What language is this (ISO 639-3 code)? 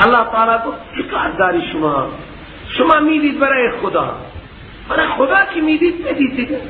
fas